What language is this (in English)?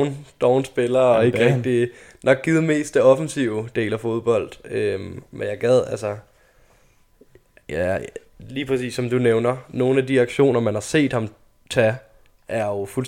Danish